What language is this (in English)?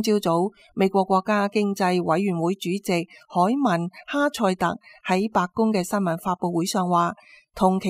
Cantonese